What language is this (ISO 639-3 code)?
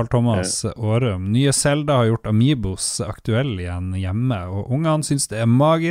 nor